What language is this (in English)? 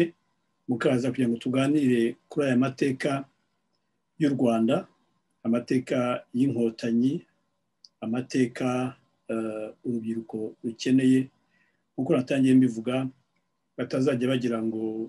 Kinyarwanda